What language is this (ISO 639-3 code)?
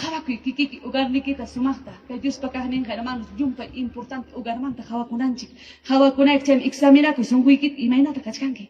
quy